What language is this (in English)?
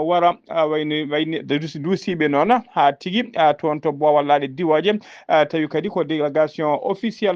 Fula